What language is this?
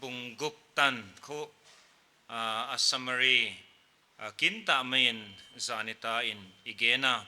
Paite Chin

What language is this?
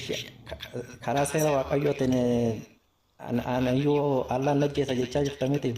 Oromo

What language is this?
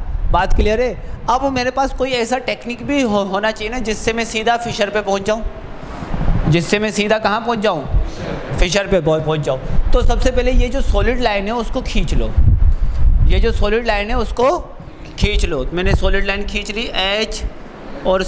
Hindi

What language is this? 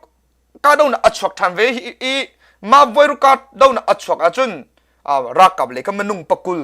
Hakha Chin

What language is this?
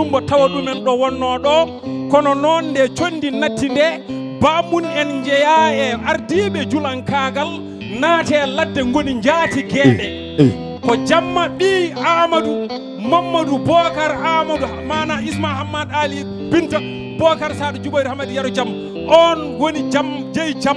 Fula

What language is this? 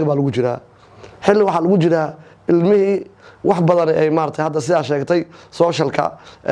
Somali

